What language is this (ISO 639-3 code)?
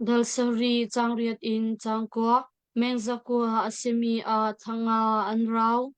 cnh